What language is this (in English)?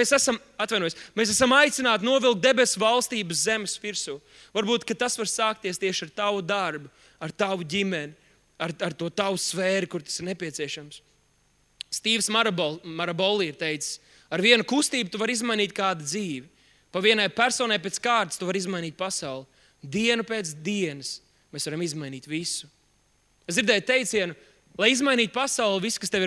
Latvian